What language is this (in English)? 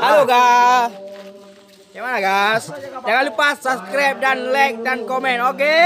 Achinese